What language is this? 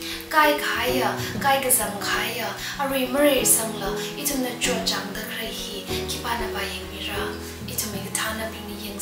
Tangkhul Naga (India)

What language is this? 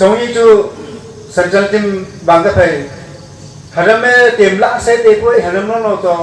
Wancho Naga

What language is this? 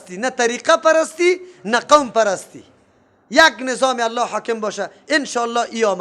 Persian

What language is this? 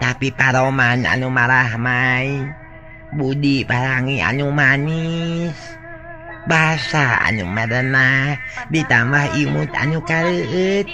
Sundanese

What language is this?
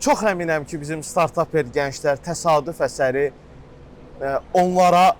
Azerbaijani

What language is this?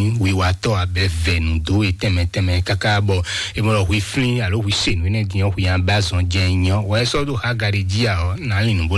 Fon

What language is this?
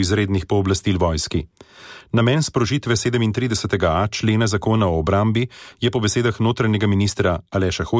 Slovenian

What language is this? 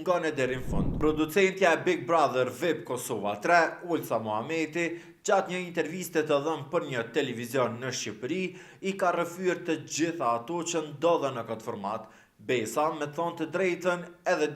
Albanian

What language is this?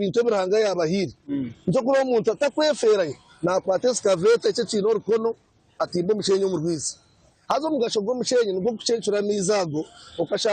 Nyankole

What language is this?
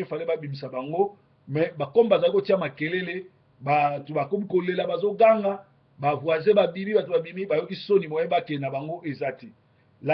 Lingala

